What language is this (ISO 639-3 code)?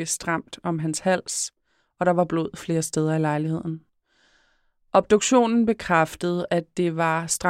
dan